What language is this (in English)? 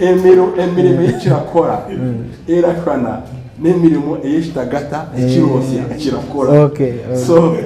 Nyankole